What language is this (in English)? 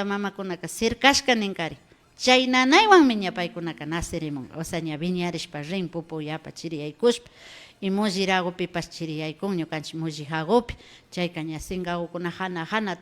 Imbabura Highland Quichua